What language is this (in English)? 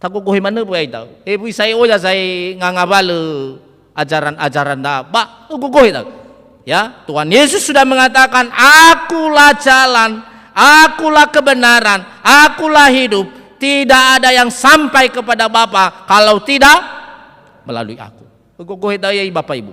Nias